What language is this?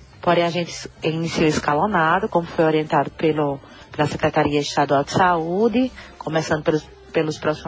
Portuguese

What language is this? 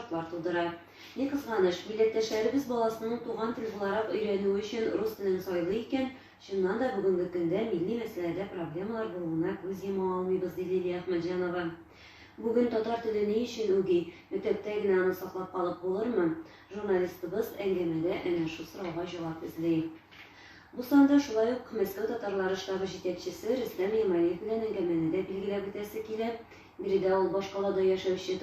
Tatar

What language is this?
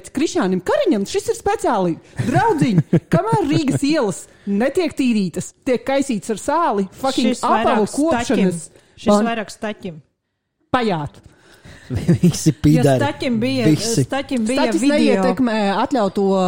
Latvian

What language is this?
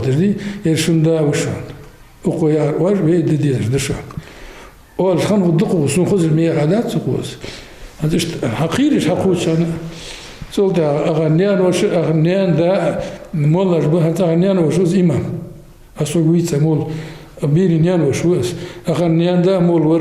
Ingush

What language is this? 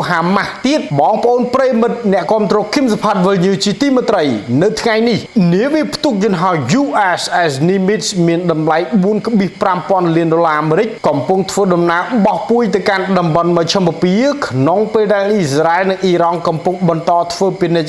Khmer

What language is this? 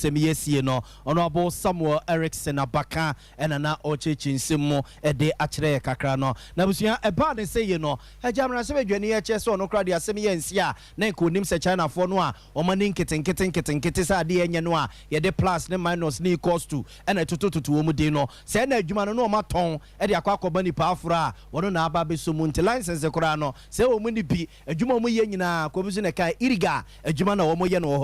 Akan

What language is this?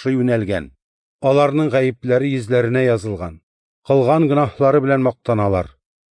Tatar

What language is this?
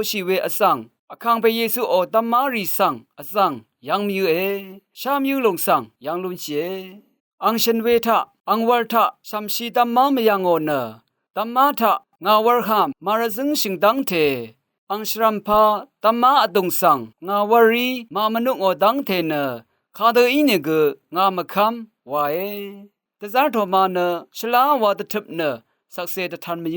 Rawang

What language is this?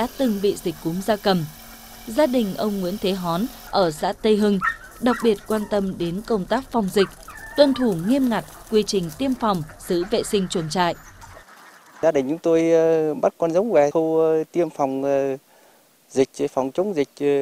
Vietnamese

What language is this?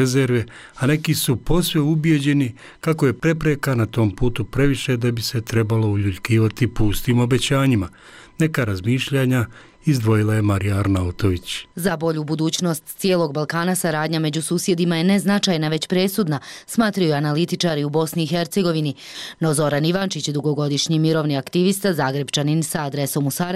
Bosnian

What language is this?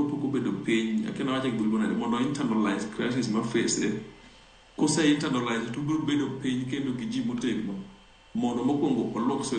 Luo (Kenya and Tanzania)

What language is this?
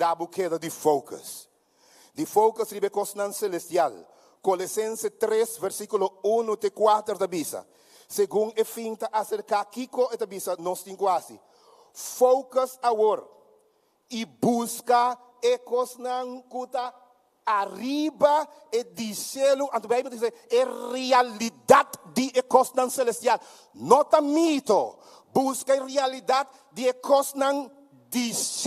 Papiamento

